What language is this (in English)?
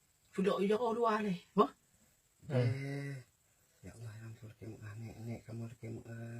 Achinese